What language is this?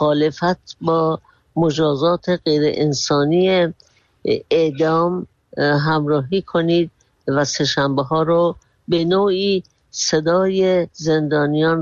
Persian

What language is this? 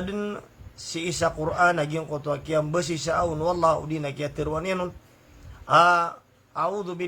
Maranao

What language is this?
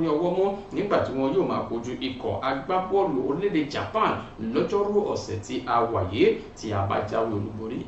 Yoruba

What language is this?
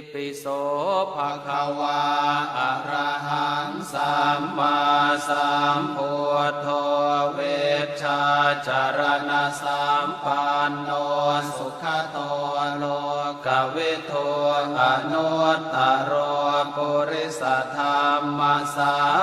Pali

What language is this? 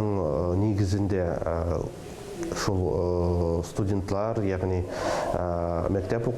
Tatar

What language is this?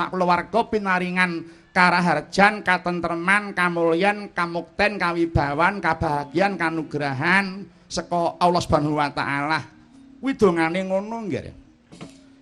Javanese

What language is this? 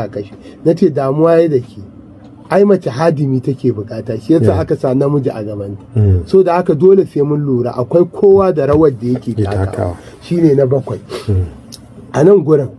Hausa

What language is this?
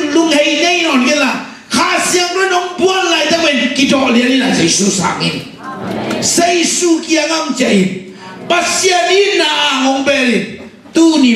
Tedim Chin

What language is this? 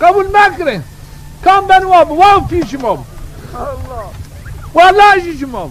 Zaza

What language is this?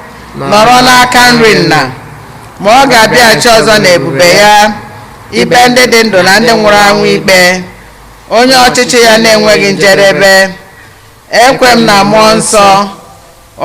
Igbo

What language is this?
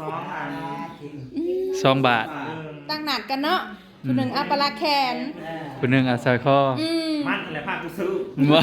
Northeastern Thai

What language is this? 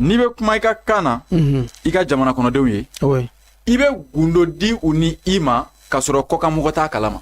Bambara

